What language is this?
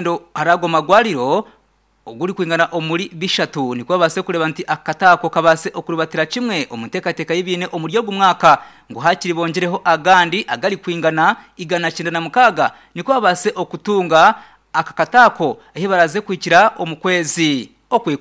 Nyankole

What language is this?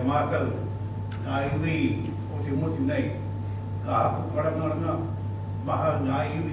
Māori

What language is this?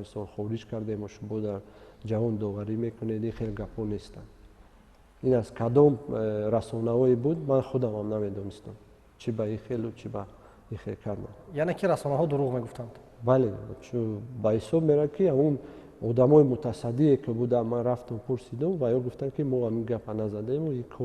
Tajik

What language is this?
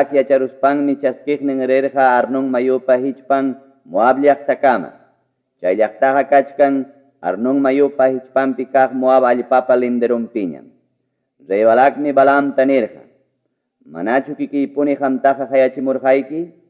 Ayacucho Quechua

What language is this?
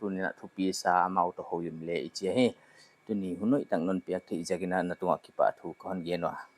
Paite Chin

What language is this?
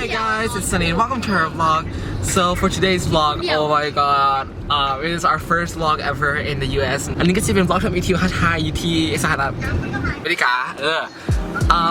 Lao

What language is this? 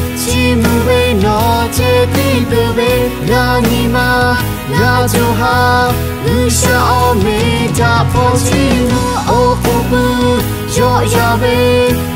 Lahu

